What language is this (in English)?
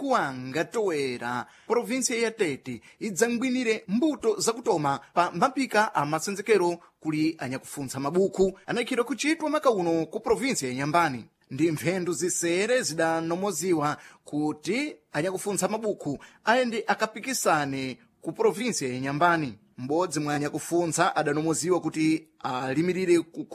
Sena